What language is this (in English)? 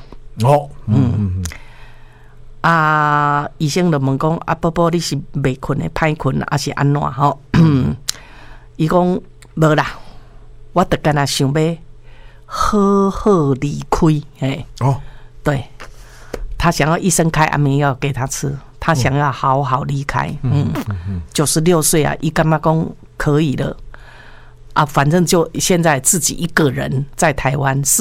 Min Nan Chinese